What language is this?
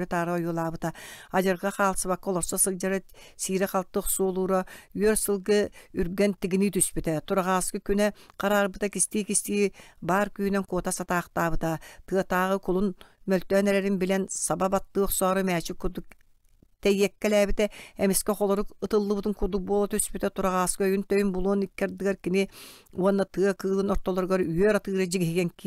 Yakut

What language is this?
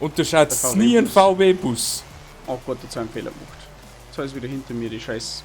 Bavarian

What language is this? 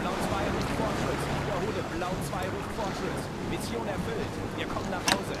Bavarian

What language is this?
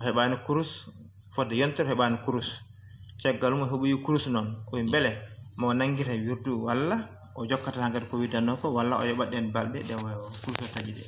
Fula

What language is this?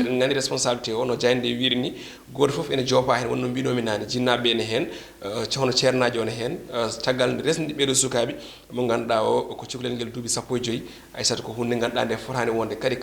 Fula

